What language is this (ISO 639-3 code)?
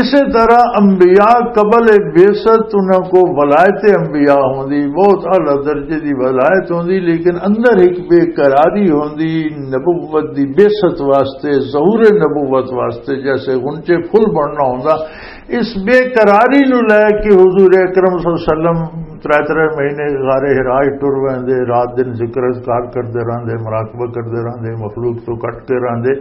lah